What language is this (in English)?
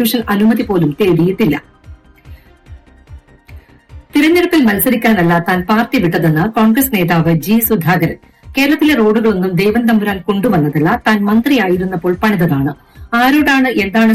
Malayalam